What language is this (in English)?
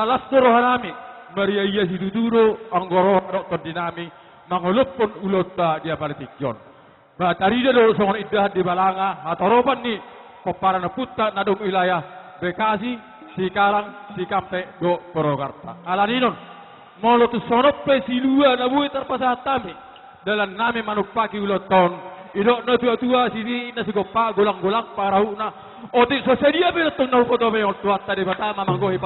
Batak Toba